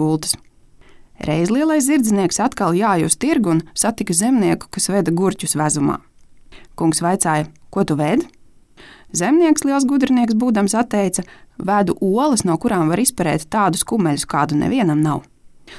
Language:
Latvian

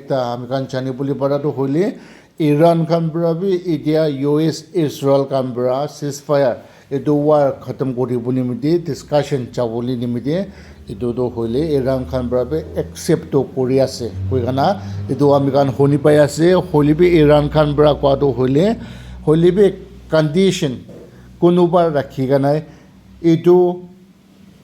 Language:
Naga Pidgin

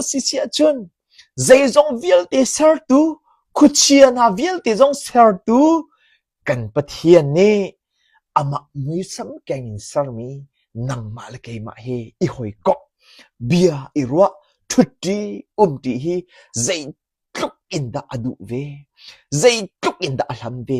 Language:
Hakha Chin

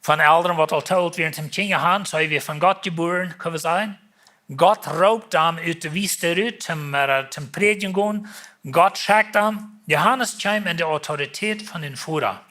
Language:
Plautdietsch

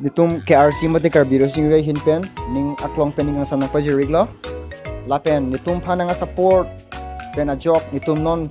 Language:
Karbi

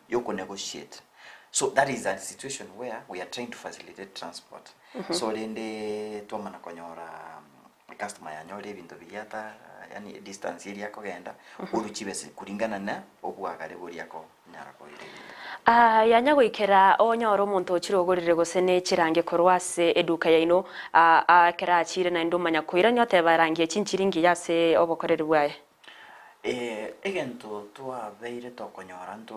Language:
Gusii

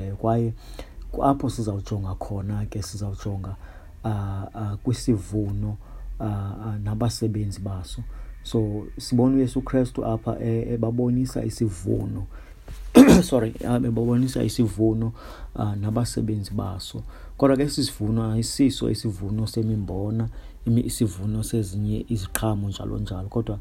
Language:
Xhosa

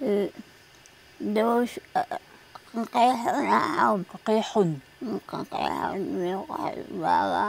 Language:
Taroko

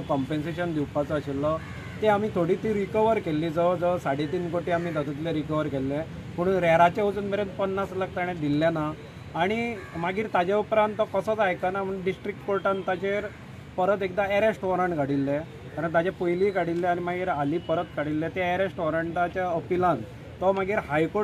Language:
Konkani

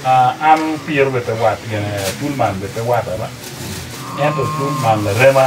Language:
Acoli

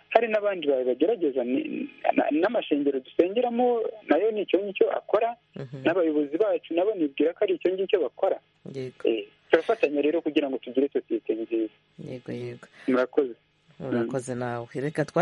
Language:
Kinyarwanda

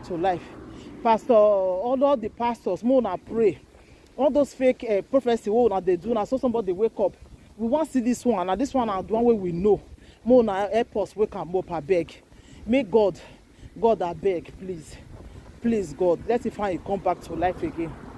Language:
Nigerian Pidgin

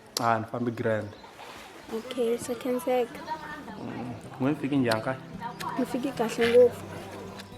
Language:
Tsonga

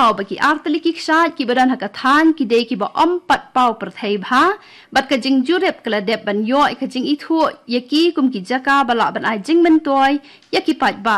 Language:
Khasi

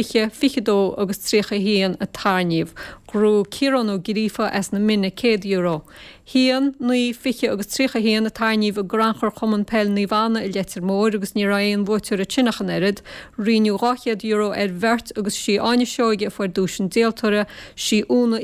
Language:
Irish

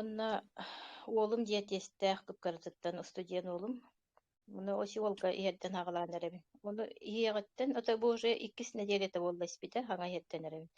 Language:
Yakut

